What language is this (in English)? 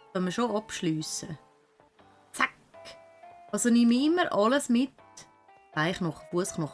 Swiss German